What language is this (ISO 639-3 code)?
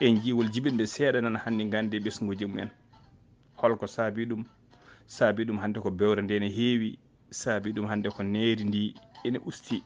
ful